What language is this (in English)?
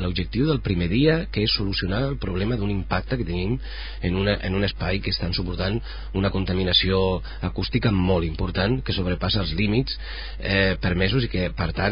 Catalan